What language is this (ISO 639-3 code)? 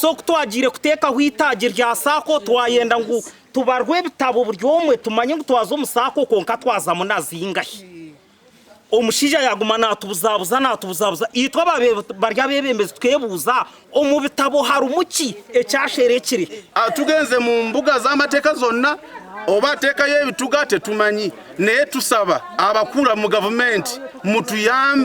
nyn